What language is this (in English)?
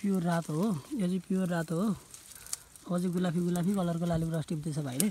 Nepali